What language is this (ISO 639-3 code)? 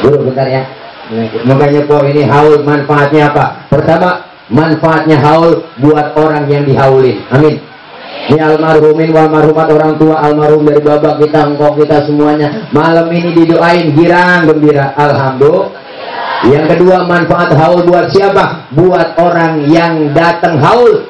bew